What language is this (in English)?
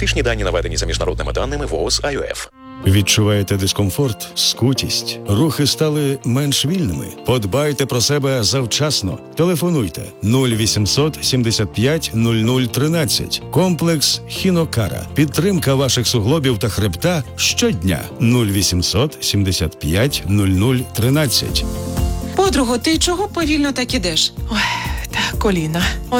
Ukrainian